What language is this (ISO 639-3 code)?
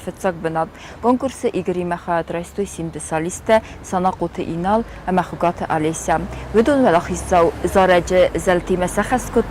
oss